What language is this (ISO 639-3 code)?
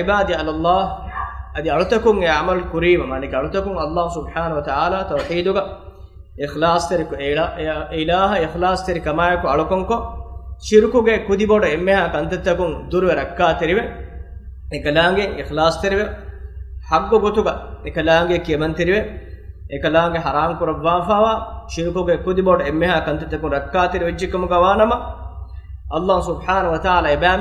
div